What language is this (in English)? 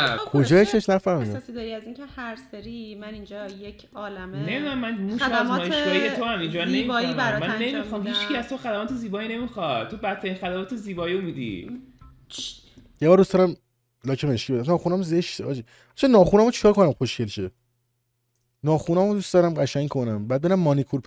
Persian